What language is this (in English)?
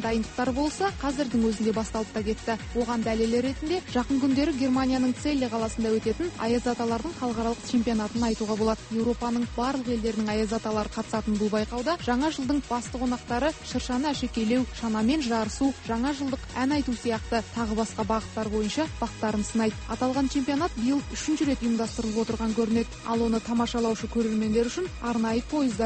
Kazakh